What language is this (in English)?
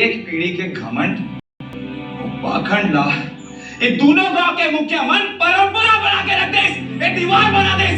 Chhattisgarhi